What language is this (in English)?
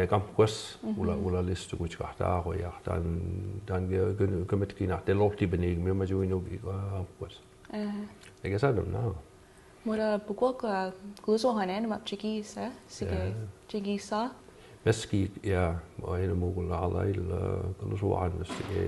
Mi'kmaw